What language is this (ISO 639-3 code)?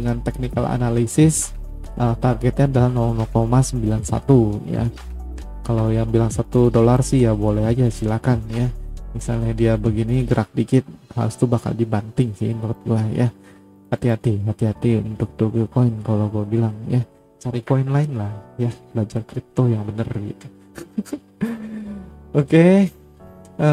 ind